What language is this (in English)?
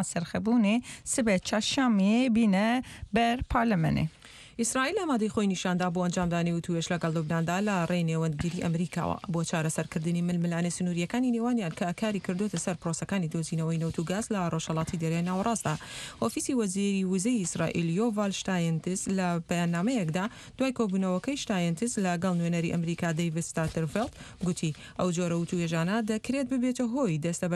Central Kurdish